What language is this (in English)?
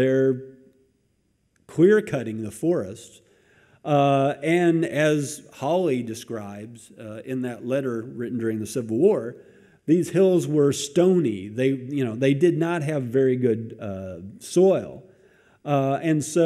English